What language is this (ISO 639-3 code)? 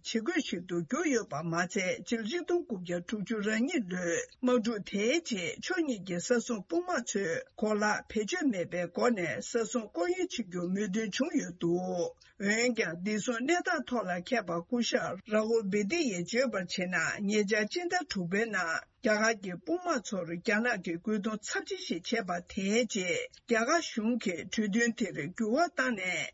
bod